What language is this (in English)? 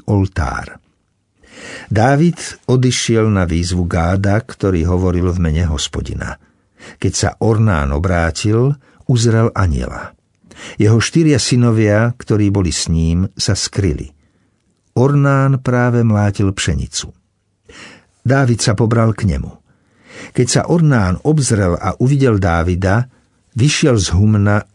Slovak